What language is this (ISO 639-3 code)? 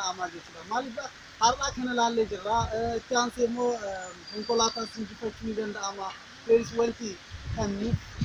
orm